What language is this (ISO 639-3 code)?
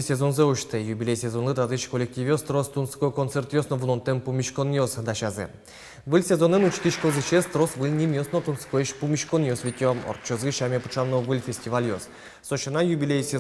udm